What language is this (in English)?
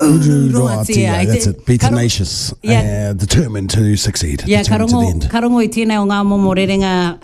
Māori